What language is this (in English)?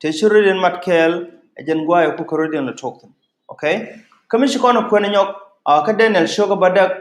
Nuer